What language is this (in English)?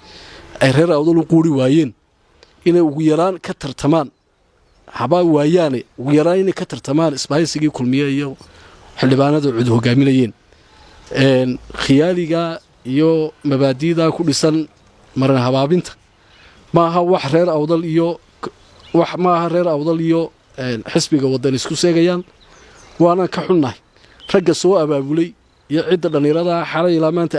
Somali